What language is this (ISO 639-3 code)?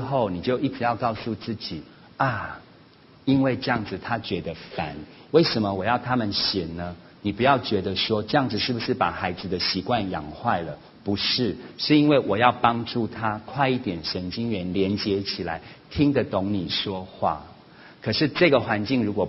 zho